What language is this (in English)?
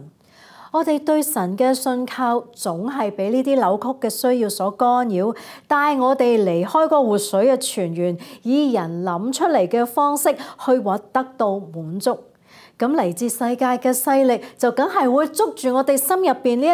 Cantonese